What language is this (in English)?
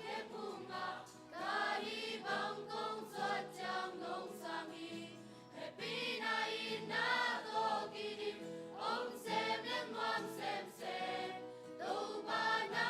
Tedim Chin